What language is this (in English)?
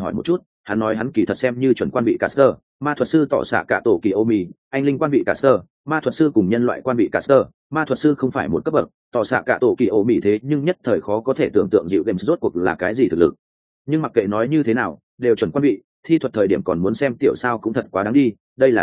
Vietnamese